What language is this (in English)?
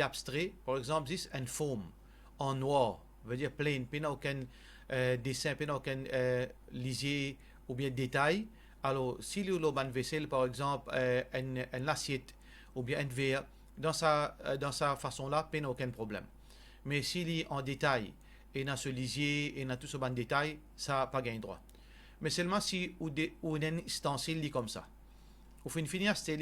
Morisyen